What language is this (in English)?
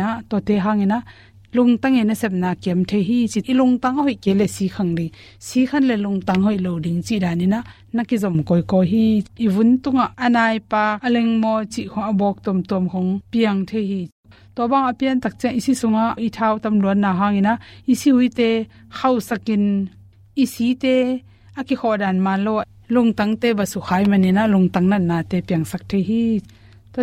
Tedim Chin